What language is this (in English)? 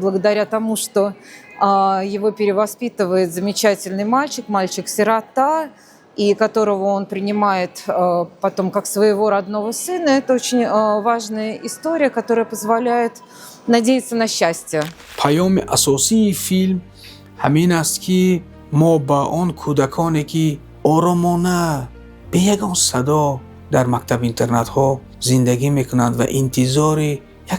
Tajik